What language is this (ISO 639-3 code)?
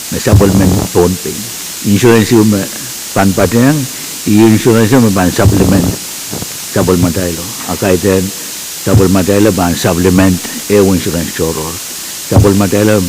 pon